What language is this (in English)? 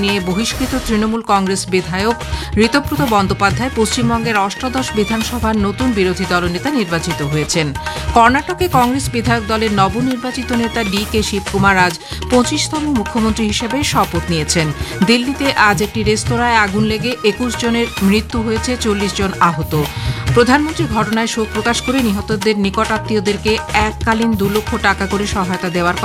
Bangla